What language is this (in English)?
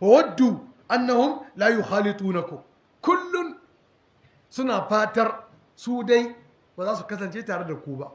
Hausa